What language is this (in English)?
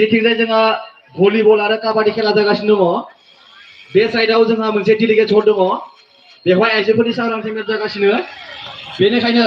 Bodo